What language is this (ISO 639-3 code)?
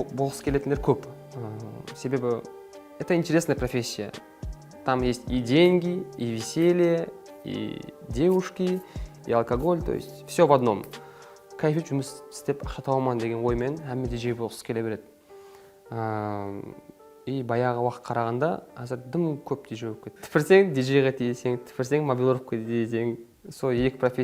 kaa